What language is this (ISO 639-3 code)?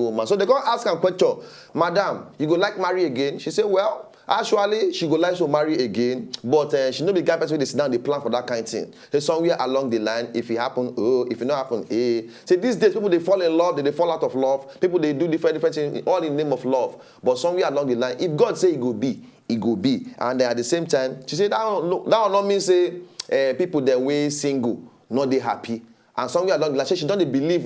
pcm